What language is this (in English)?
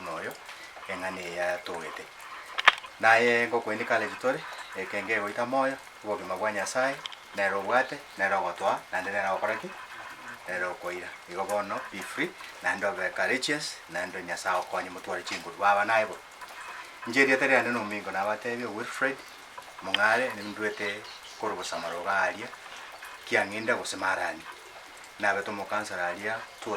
Gusii